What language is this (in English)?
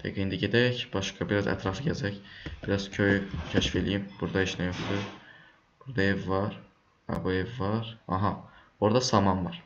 Azerbaijani